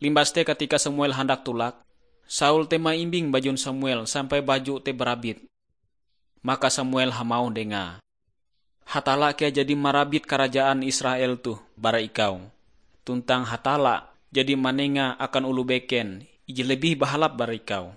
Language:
Ngaju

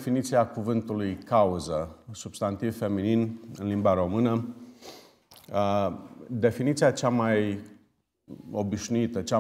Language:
Romanian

